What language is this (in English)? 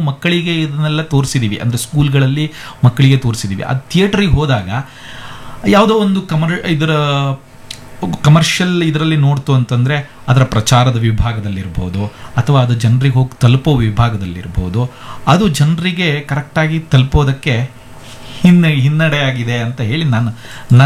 Kannada